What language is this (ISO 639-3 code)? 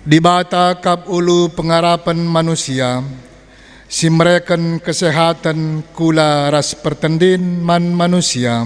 btx